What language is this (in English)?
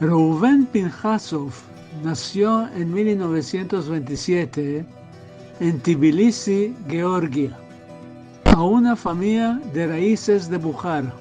Ladino